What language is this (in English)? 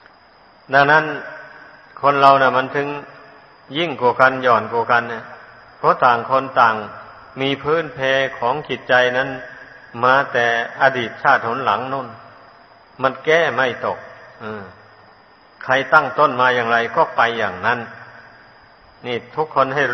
Thai